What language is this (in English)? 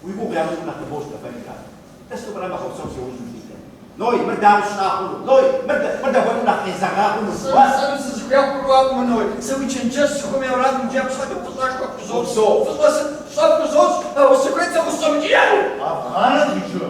Kabardian